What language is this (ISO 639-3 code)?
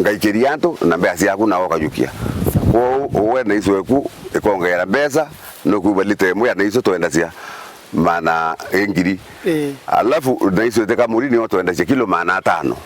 mer